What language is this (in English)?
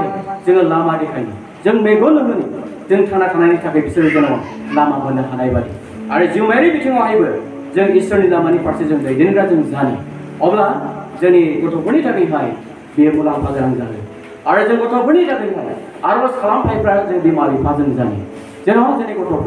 Bodo